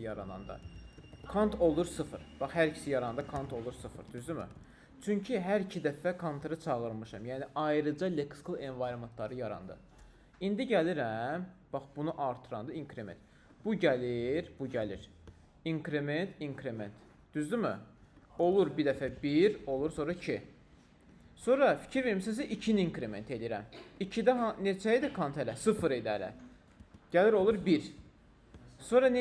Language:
Azerbaijani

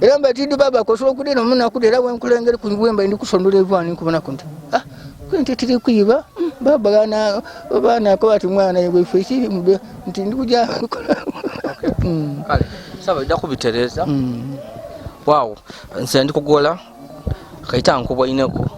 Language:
Ganda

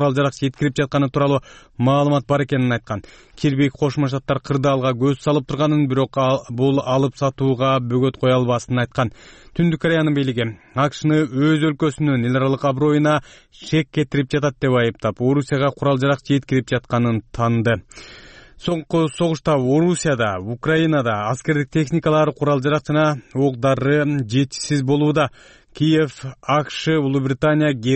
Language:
Kyrgyz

